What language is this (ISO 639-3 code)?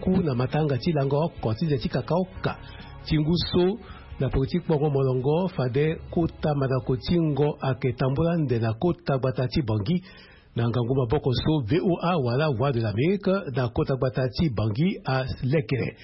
sag